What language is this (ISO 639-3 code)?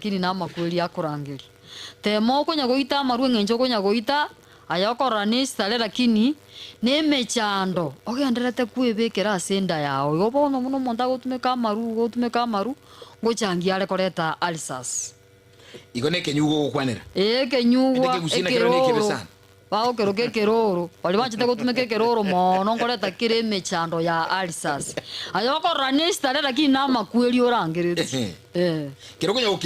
guz